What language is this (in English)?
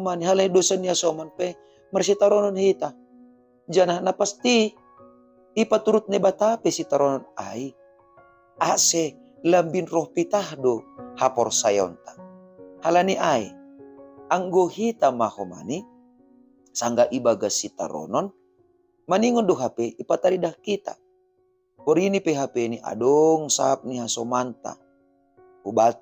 Batak Simalungun